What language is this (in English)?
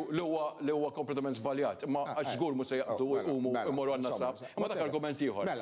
Maltese